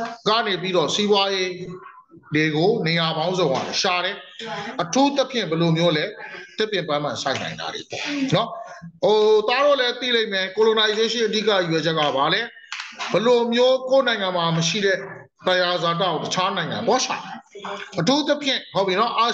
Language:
Burmese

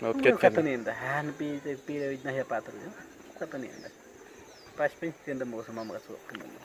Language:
Awa-Cuaiquer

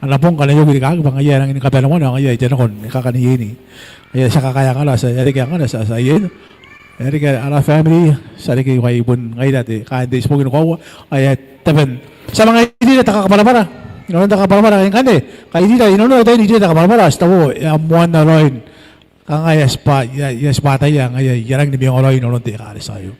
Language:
Gilbertese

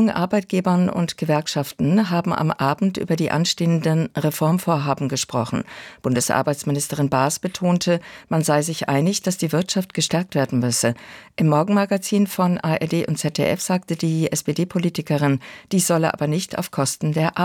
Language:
German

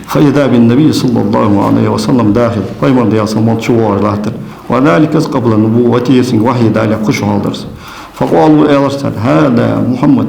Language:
Ingush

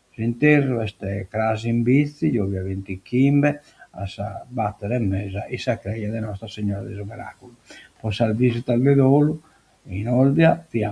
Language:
Sardinian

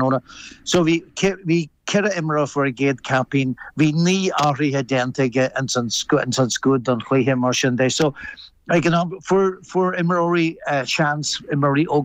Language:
Irish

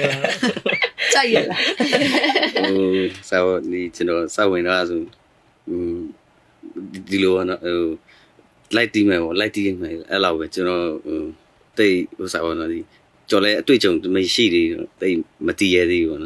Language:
Burmese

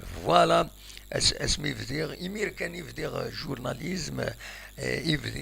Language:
Kabyle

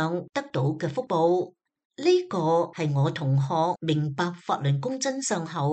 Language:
Cantonese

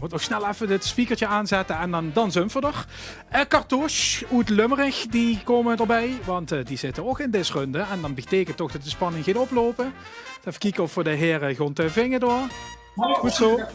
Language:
Limburgish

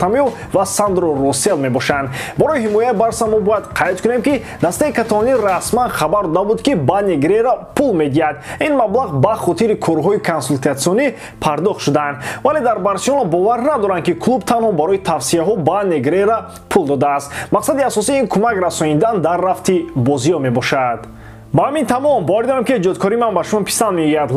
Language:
Tajik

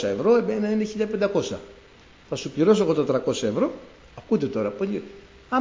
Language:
Greek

